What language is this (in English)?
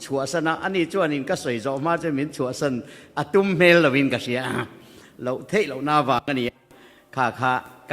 Mizo